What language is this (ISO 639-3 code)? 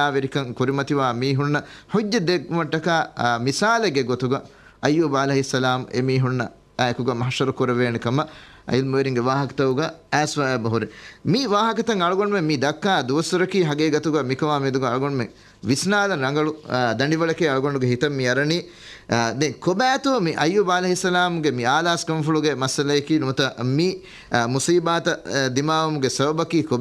div